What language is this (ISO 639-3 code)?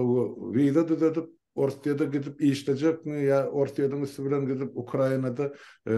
tuk